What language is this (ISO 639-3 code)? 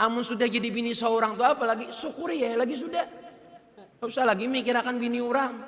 bjn